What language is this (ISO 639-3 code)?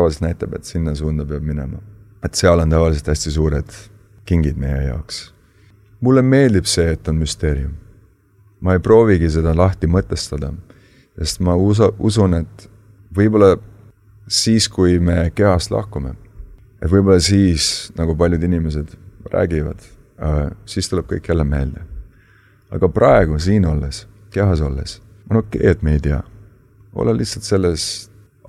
est